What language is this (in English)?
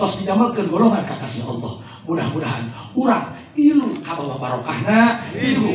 Sundanese